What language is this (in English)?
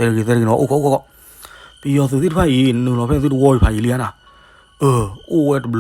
S'gaw Karen